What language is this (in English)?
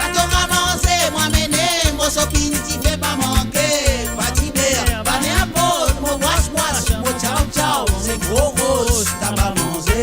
Morisyen